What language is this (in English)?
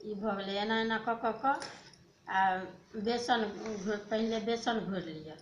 Maithili